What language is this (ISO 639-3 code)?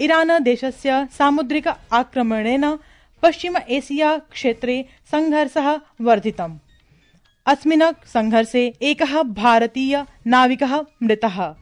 san